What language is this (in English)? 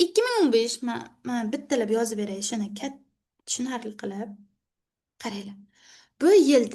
Uzbek